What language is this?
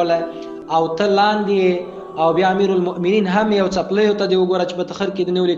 Pashto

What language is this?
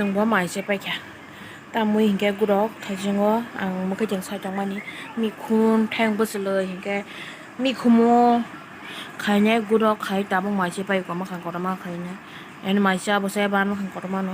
Kok Borok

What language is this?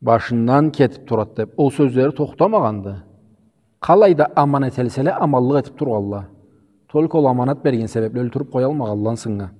Karachay-Balkar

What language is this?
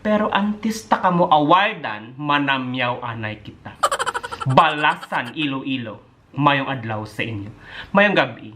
Hiligaynon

